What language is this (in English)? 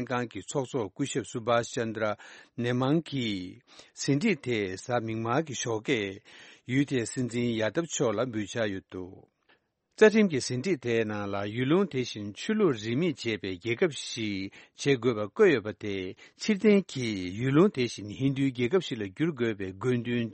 Tibetan